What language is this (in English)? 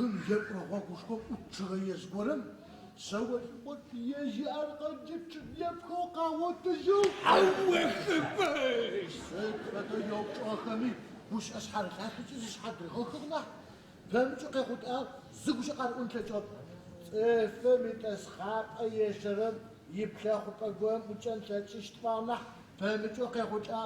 Adyghe